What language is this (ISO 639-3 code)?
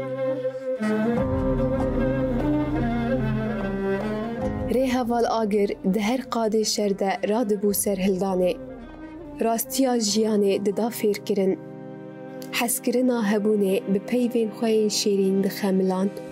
kur